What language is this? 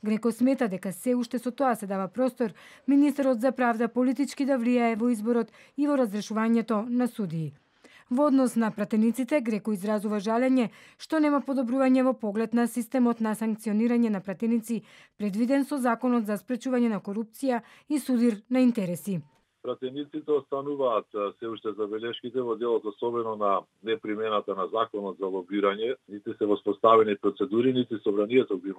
Macedonian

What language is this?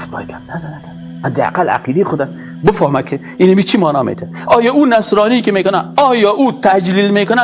Persian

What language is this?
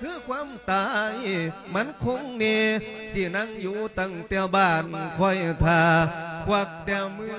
Lao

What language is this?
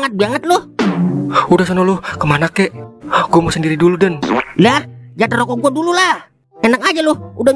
Betawi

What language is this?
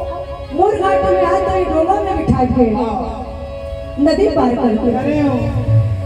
Chhattisgarhi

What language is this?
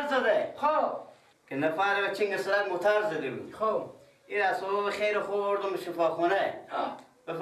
Persian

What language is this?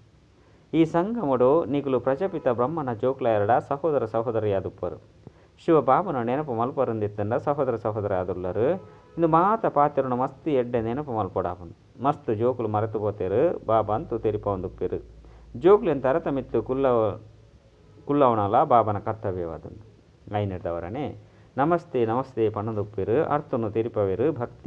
Tulu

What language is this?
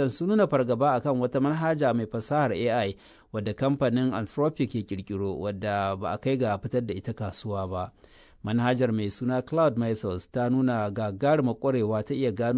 Hausa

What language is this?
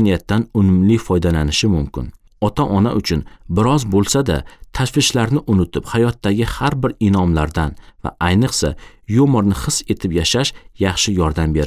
Uzbek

